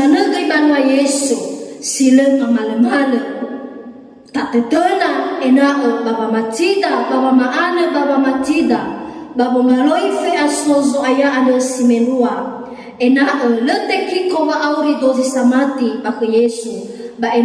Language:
Nias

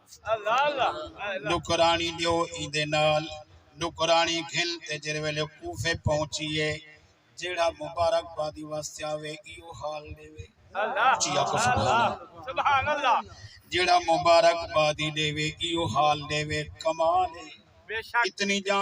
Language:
Saraiki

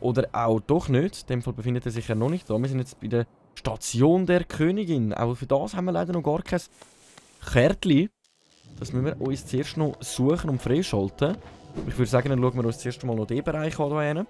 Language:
Swiss German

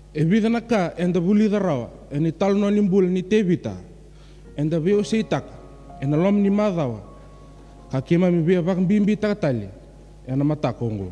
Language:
Fijian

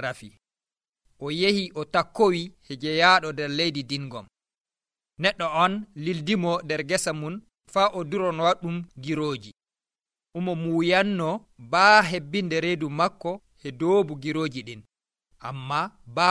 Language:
Nigerian Fulfulde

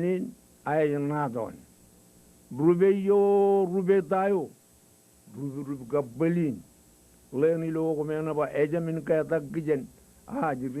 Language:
Marshallese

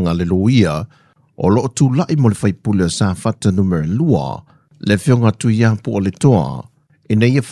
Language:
Samoan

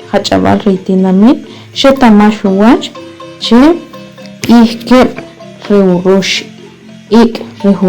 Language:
Achi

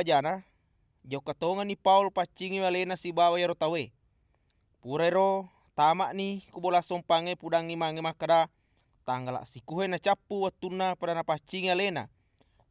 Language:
Buginese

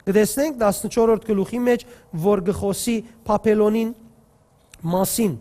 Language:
Western Armenian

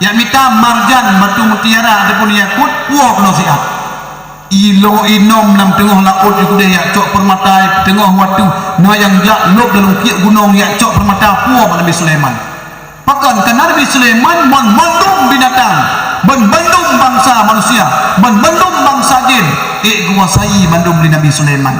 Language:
Achinese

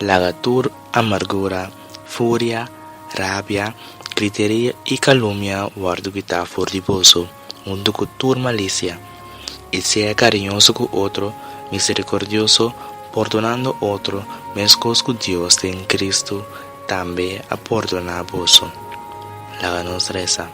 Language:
Papiamento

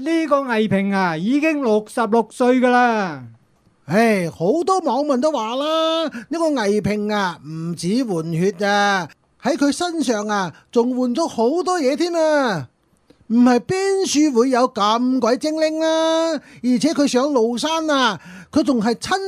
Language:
Cantonese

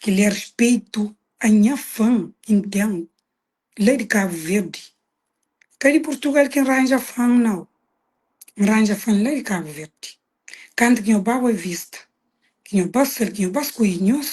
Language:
Kabuverdianu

